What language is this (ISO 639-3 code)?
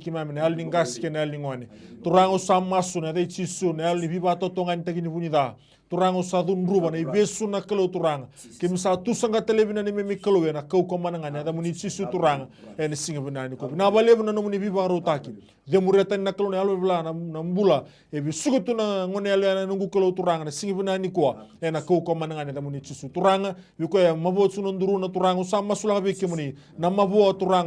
fij